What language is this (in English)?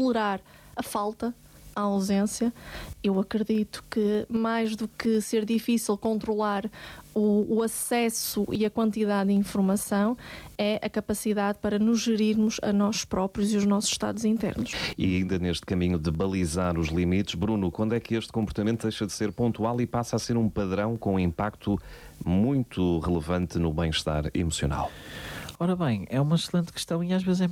Portuguese